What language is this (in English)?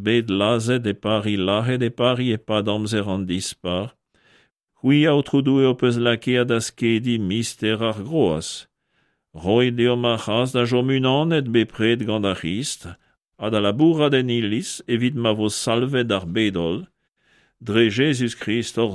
Breton